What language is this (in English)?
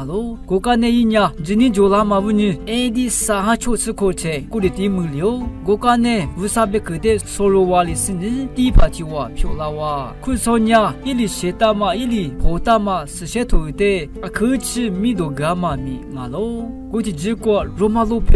Lisu